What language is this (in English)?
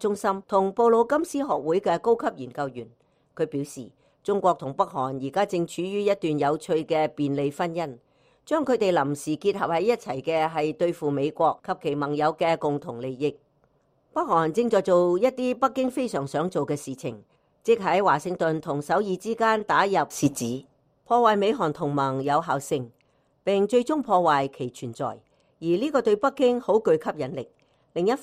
Cantonese